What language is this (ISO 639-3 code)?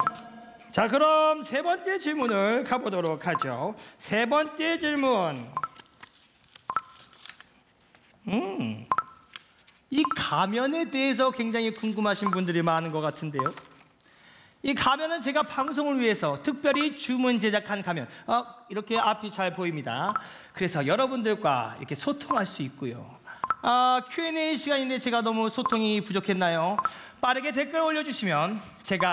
kor